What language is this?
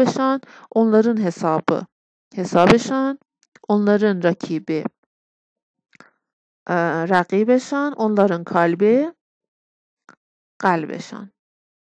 Persian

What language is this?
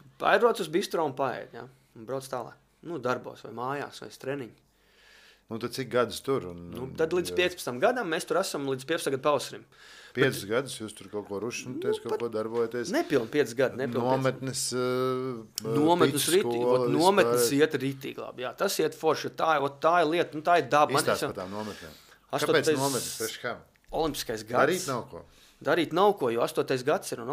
Latvian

